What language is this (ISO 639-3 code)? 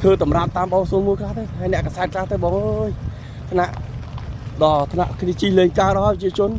khm